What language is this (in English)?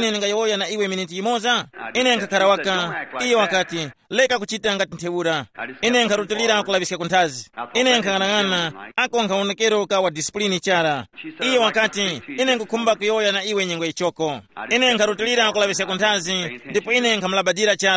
Tumbuka